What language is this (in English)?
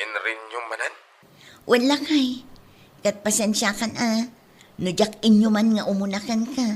Iloko